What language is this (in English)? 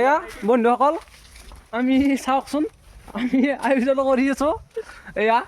Assamese